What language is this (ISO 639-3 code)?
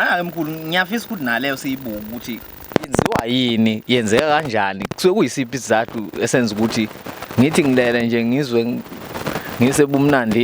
zul